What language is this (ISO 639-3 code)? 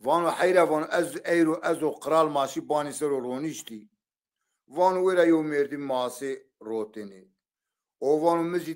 zza